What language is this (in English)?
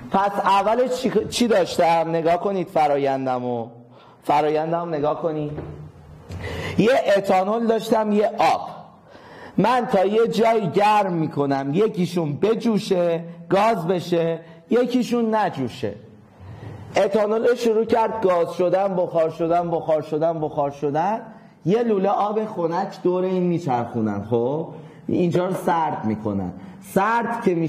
Persian